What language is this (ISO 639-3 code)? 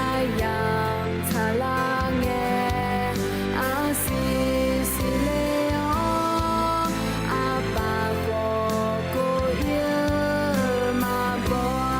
ahk